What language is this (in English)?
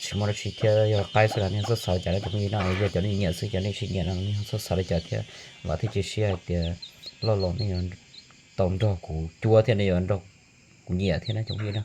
Hmong